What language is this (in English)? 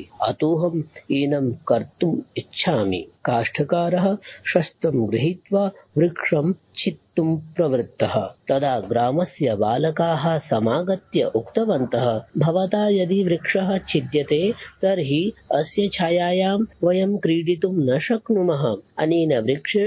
Sanskrit